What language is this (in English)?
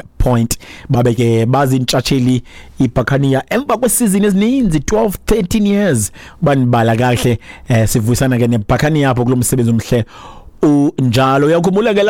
Xhosa